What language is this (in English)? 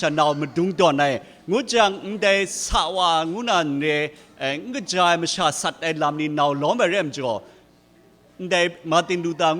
Kachin